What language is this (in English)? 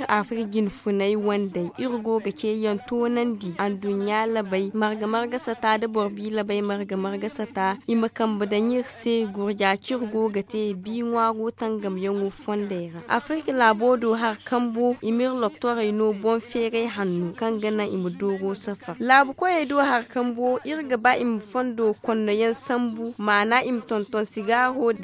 Zarma